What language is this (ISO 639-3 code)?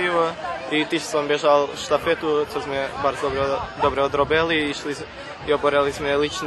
rue